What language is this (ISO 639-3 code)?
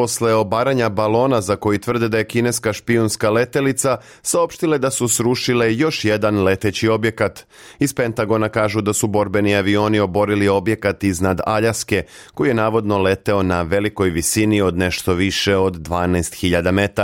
srp